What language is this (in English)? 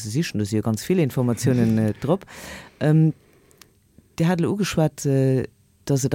Luxembourgish